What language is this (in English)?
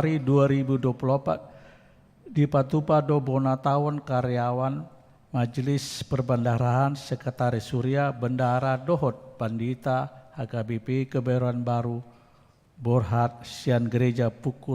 Batak Toba